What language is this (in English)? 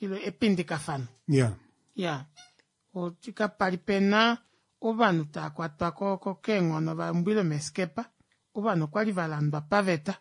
Kuanyama